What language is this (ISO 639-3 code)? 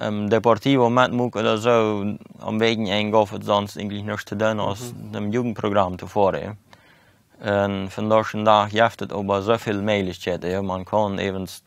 pdt